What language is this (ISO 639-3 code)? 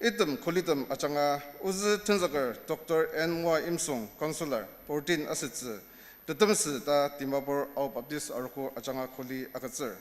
njo